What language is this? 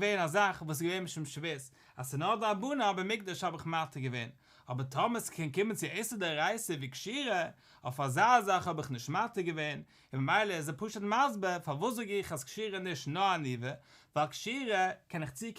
Yiddish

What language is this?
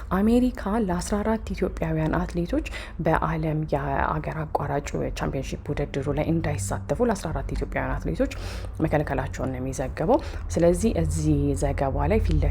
Amharic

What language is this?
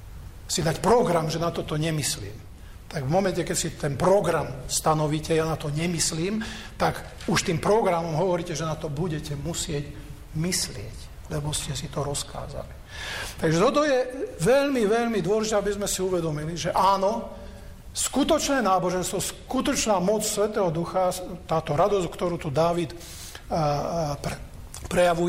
Slovak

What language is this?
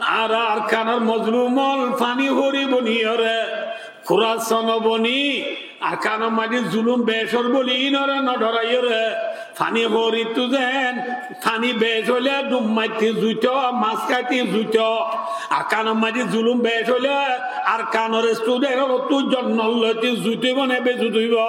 Rohingya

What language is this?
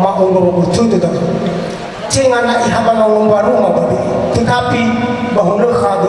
Nias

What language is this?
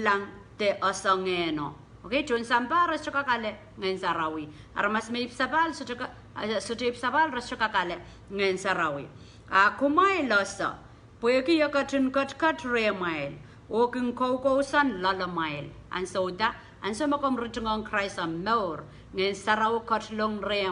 Pohnpeian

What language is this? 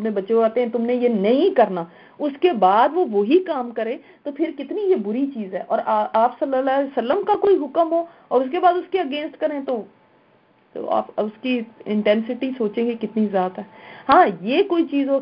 Urdu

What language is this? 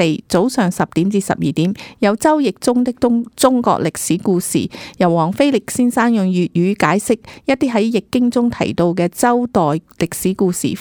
Cantonese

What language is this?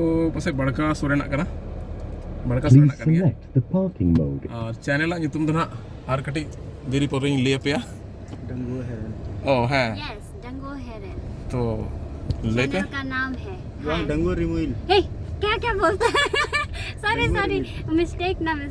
Santali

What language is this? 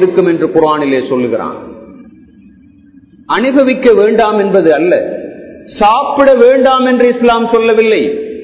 Tamil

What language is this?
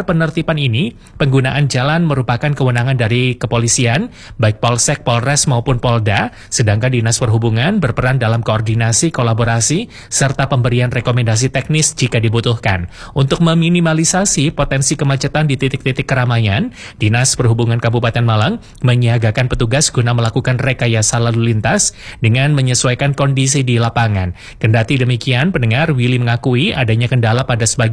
Indonesian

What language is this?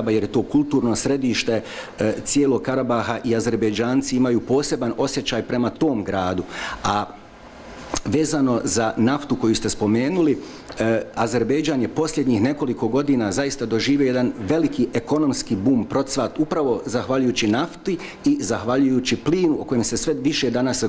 Bosnian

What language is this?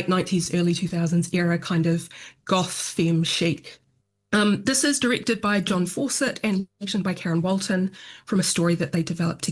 English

